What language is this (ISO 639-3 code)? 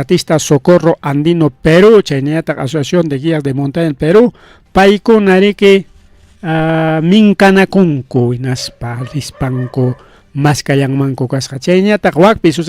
quy